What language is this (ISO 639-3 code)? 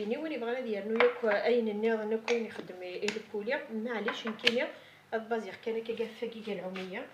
kab